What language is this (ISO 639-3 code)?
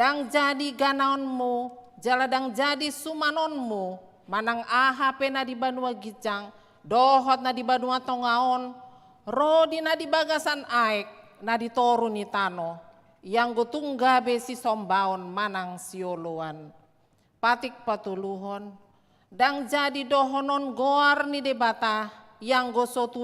bbc